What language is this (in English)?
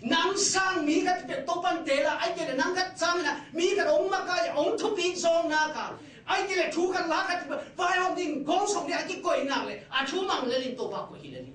Tedim Chin